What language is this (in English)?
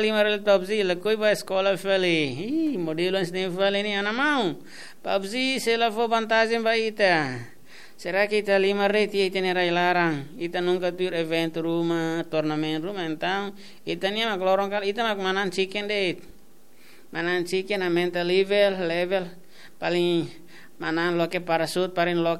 Tetum